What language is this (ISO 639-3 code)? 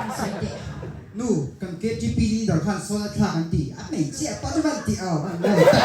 lus